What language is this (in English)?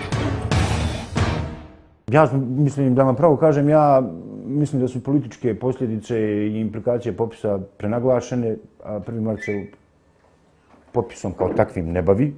Bosnian